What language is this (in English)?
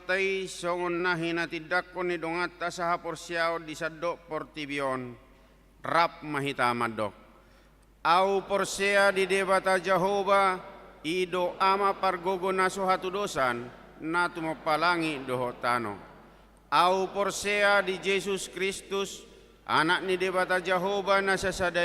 Batak Toba